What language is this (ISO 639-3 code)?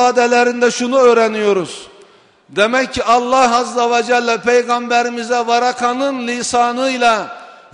tur